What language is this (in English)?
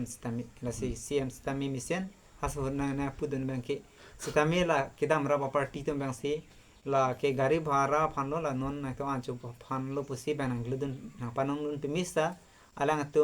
Karbi